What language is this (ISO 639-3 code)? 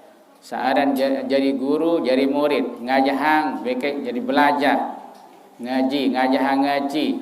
sas